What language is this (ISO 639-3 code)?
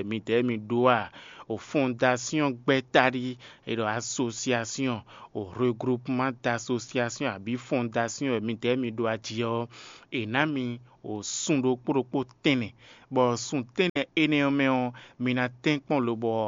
fon